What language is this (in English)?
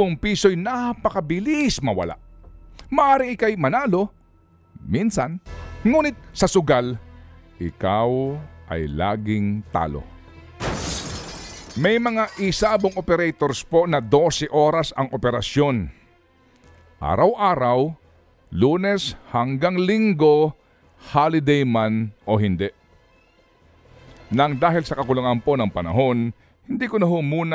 Filipino